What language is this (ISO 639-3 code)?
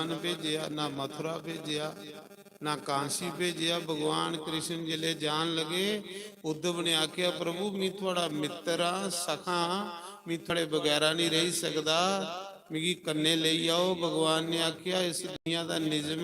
doi